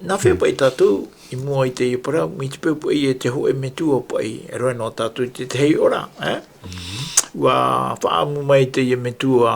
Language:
Tahitian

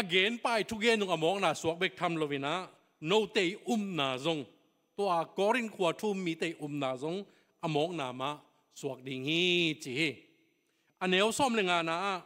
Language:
Tedim Chin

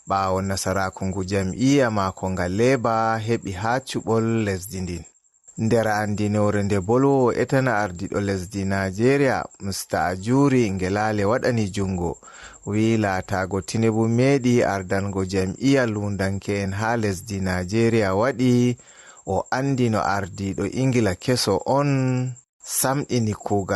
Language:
Fula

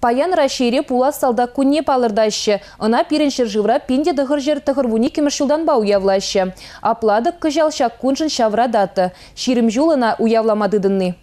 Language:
Chuvash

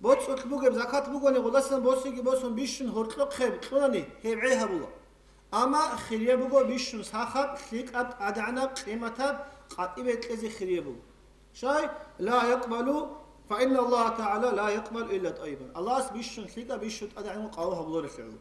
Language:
Avaric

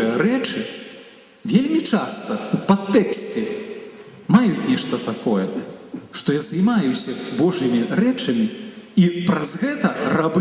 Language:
Belarusian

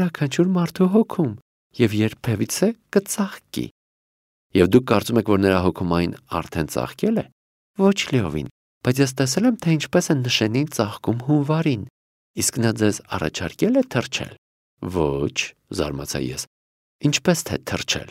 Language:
Armenian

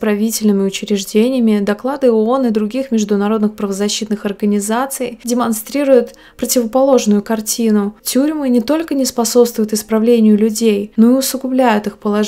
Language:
Russian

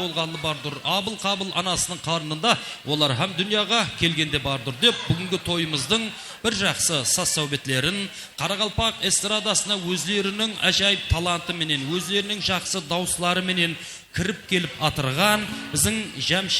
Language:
Kara-Kalpak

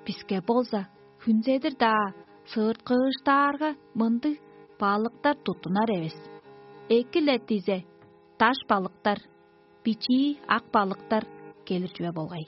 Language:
Tuvinian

